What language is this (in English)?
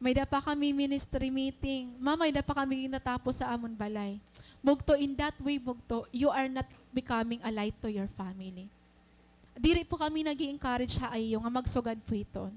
Waray